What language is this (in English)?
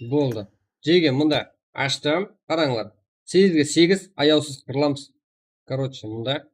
Kara-Kalpak